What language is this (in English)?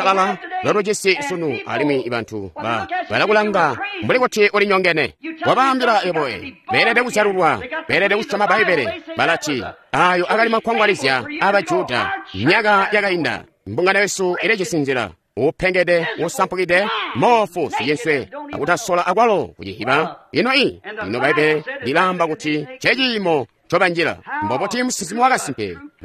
Tonga (Zambia)